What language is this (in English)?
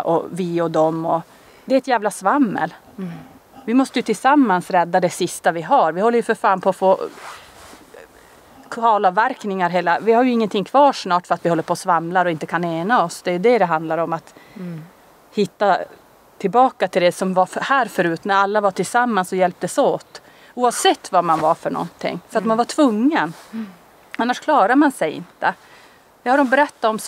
Swedish